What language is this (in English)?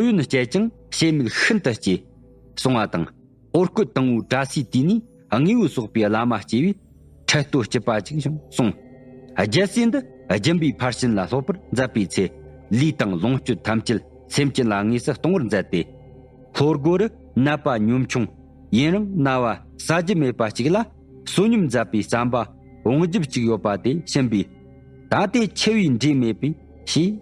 Tibetan